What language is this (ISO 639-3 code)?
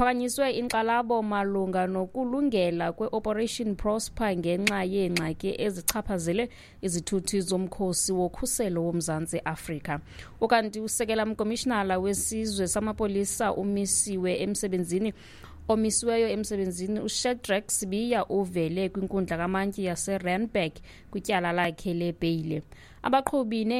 xho